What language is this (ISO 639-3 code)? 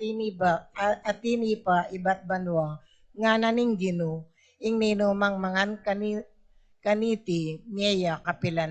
pam